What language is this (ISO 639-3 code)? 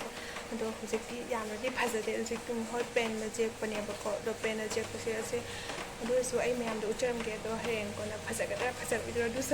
mni